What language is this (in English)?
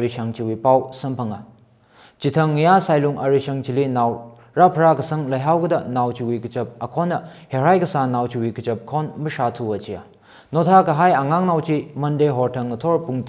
Tangkhul Naga (India)